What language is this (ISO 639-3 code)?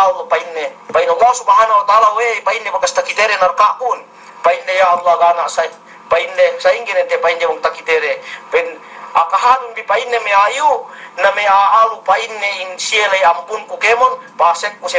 yka